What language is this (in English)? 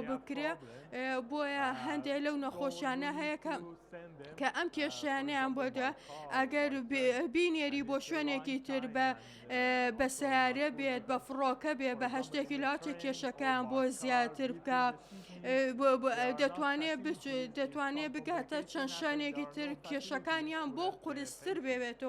Central Kurdish